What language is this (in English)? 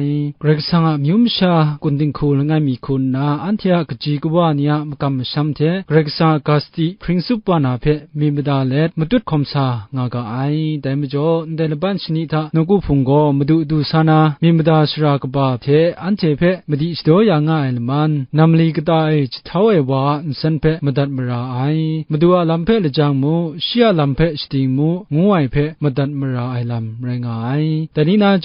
Kachin